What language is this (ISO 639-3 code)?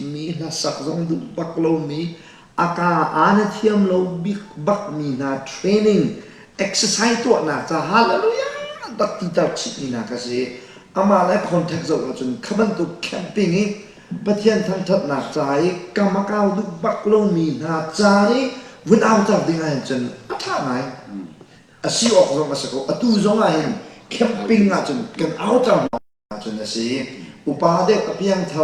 cnh